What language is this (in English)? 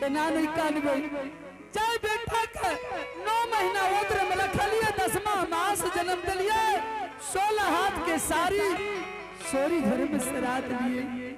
Angika